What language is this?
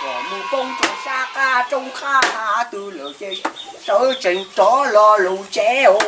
Hmong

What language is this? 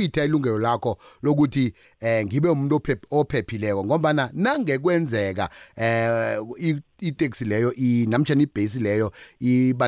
South Ndebele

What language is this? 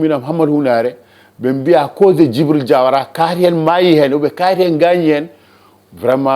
Fula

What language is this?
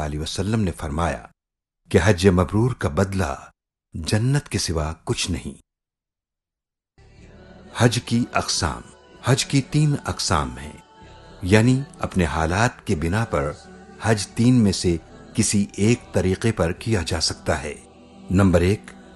Urdu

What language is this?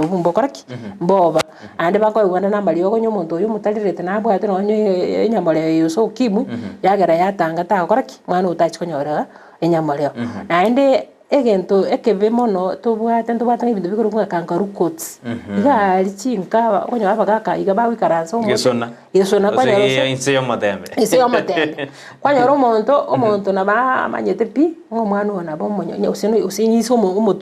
Gusii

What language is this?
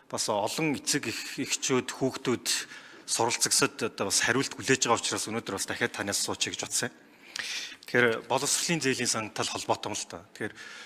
Mongolian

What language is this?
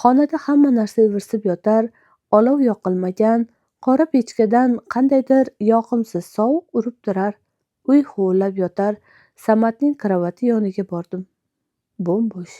Uzbek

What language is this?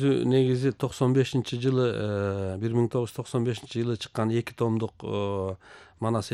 Kyrgyz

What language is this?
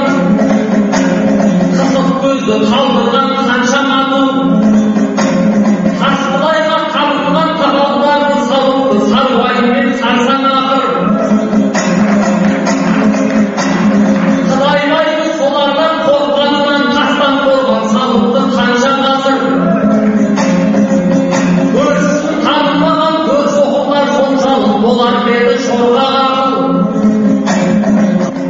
Kazakh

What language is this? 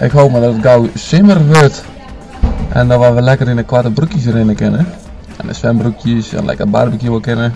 Western Frisian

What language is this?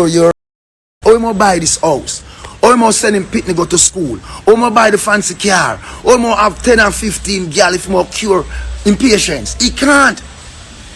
Jamaican Creole English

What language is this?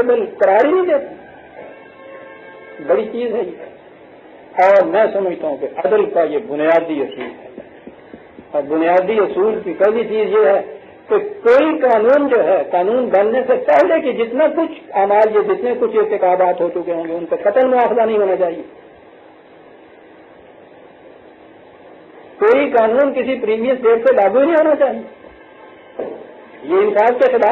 Urdu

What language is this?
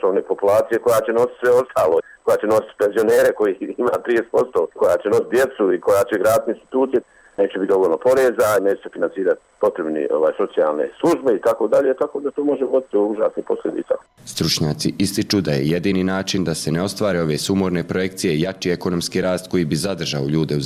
Bosnian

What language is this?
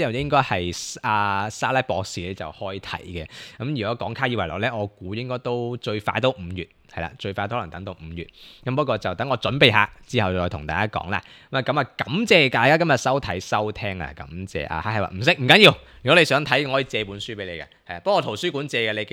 Cantonese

